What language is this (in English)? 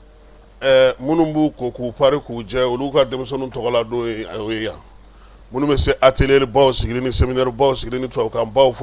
Bambara